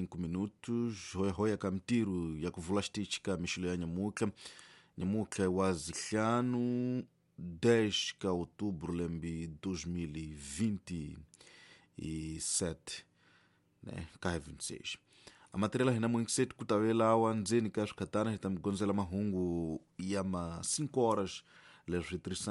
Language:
Tsonga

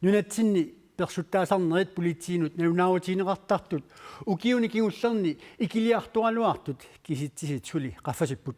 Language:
Kalaallisut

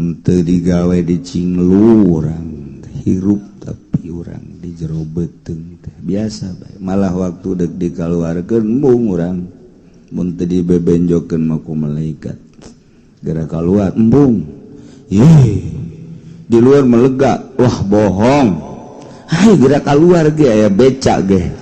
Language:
Sundanese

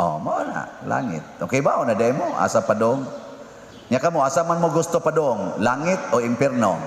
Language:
Cebuano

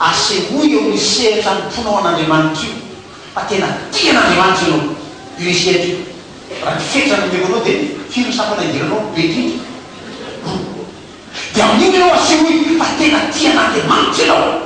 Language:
Malagasy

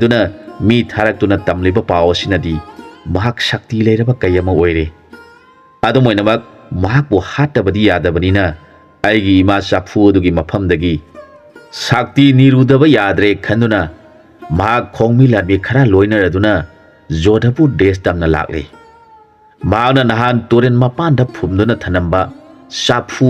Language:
Manipuri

